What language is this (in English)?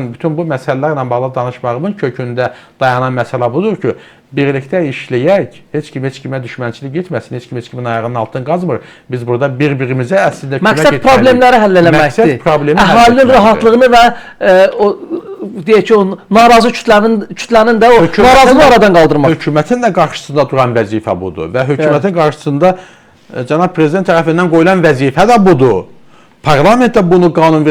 Azerbaijani